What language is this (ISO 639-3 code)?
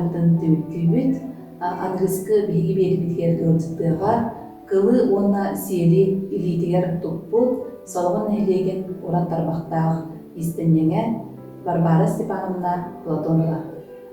sah